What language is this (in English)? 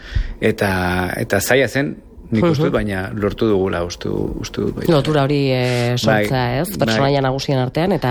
Basque